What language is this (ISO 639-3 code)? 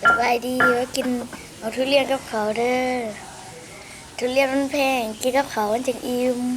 lao